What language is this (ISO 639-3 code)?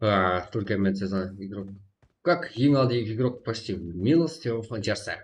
kaa